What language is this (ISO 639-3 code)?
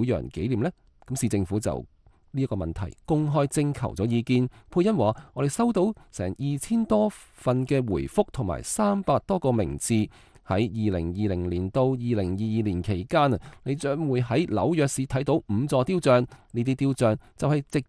yue